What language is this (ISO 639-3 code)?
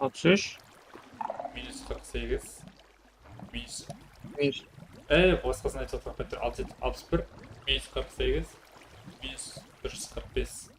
kaa